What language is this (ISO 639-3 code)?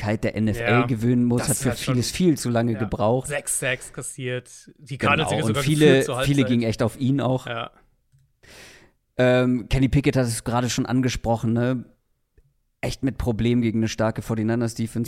deu